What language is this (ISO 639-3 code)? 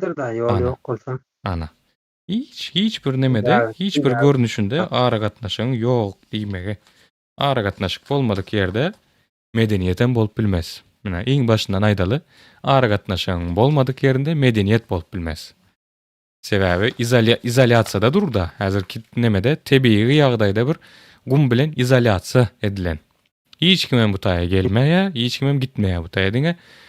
tuk